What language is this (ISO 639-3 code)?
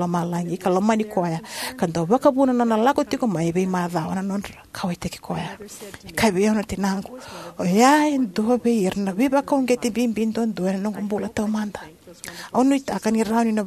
fij